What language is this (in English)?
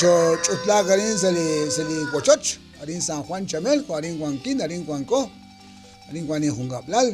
Kekchí